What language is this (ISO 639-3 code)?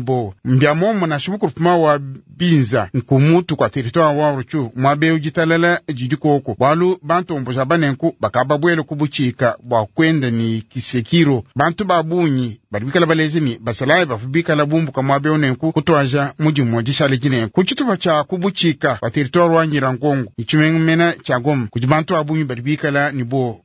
lua